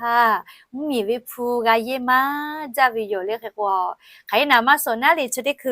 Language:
Lahu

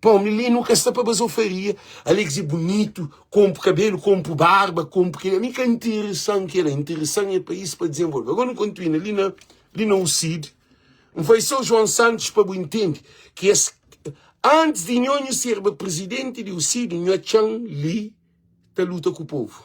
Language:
Kabuverdianu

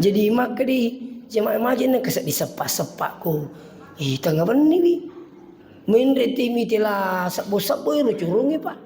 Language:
Buginese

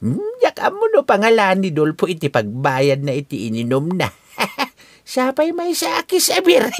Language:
Iloko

